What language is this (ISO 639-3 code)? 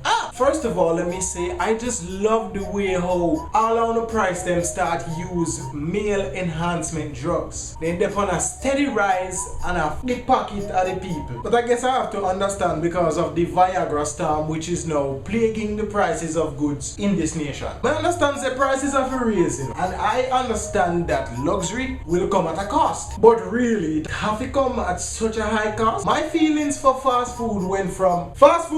jam